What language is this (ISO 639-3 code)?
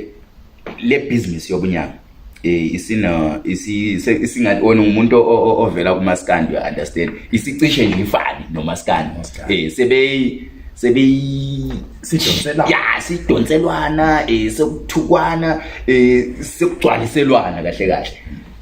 zul